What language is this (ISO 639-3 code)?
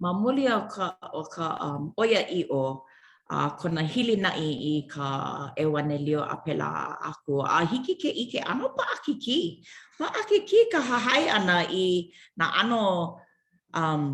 haw